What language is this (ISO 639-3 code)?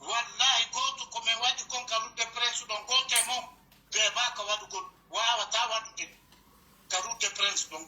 fuf